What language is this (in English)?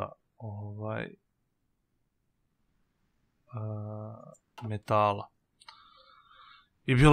Serbian